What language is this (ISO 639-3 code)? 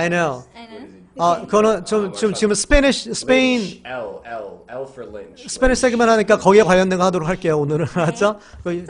kor